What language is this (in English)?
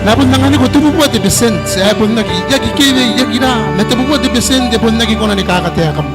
Gilbertese